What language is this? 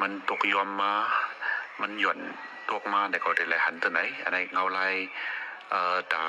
Shan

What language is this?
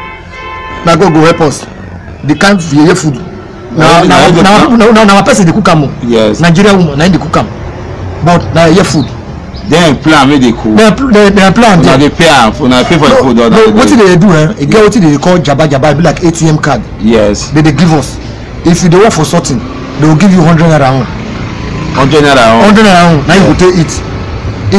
Nigerian Pidgin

